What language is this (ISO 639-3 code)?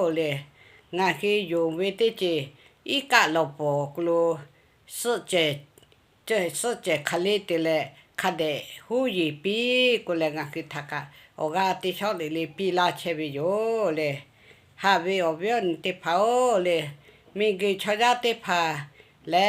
lhu